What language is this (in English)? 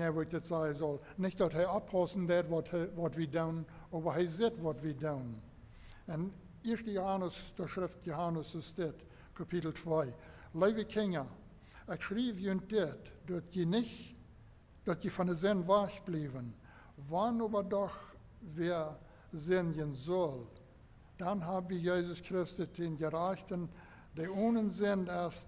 Plautdietsch